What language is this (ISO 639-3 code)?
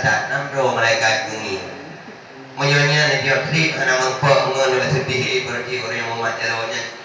ace